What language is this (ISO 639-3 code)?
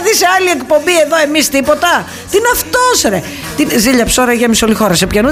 ell